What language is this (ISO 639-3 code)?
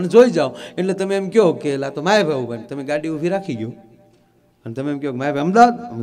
guj